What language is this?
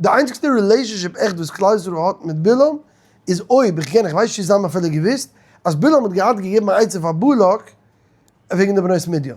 Yiddish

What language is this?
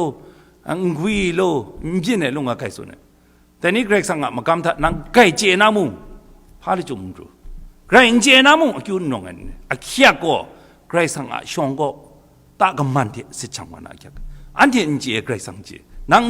Kachin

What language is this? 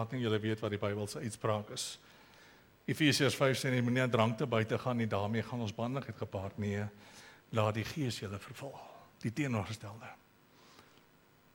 Afrikaans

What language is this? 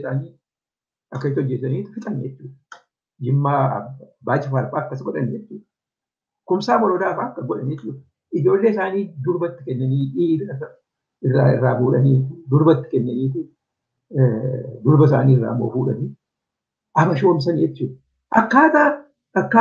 Oromo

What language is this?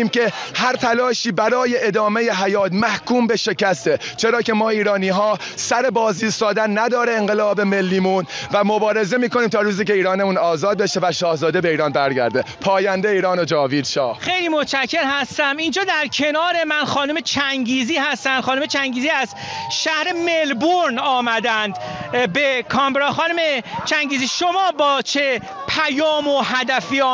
Persian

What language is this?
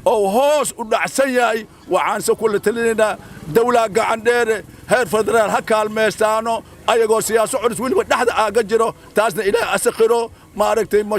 Somali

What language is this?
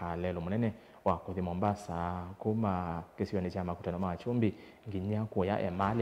Kamba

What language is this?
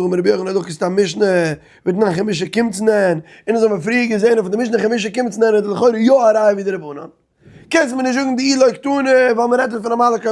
Yiddish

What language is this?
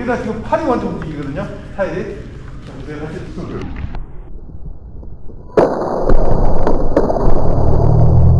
Korean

